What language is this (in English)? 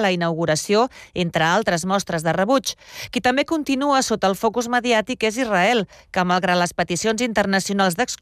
Catalan